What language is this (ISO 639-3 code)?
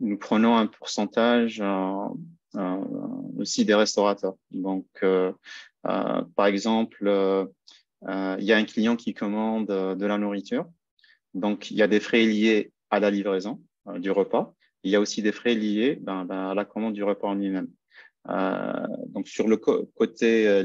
fra